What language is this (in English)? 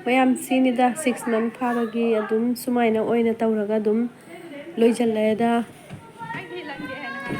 Manipuri